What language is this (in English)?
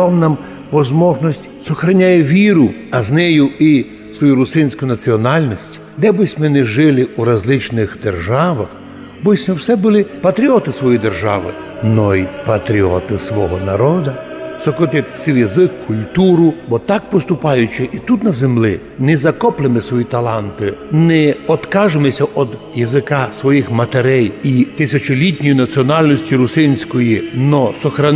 Rusyn